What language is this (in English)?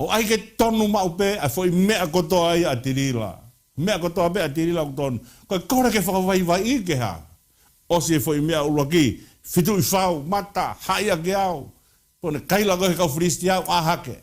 Tongan